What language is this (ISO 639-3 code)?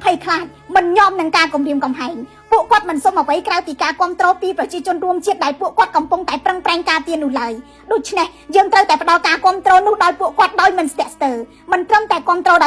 khm